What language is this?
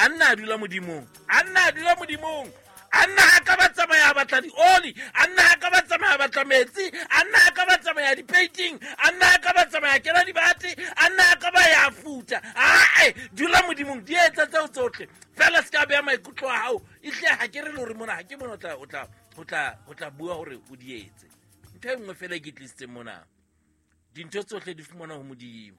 Southern Sotho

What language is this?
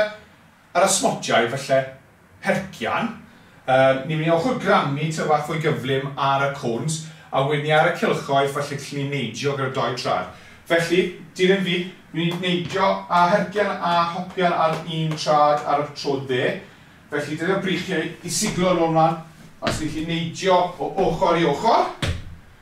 Welsh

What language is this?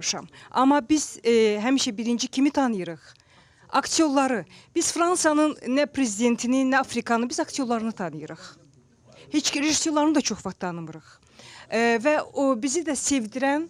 Azerbaijani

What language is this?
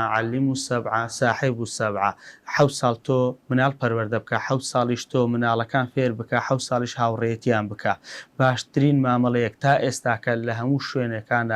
Central Kurdish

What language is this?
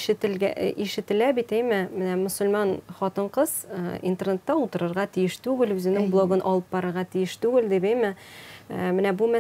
Tatar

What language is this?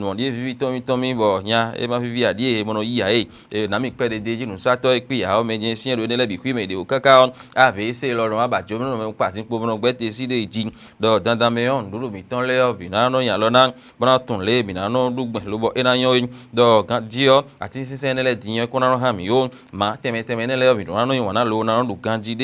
Fon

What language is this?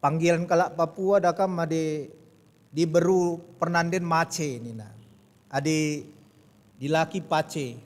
Batak Karo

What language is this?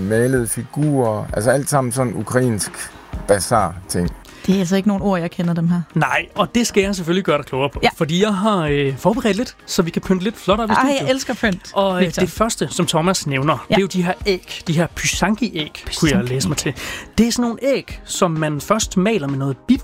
Danish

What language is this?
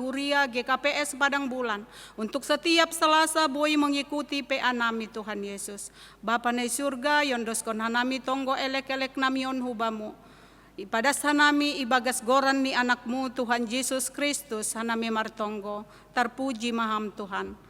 Batak Simalungun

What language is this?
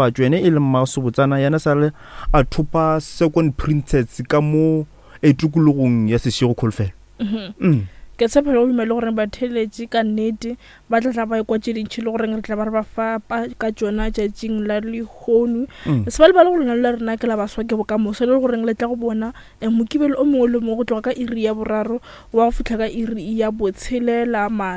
Northern Sotho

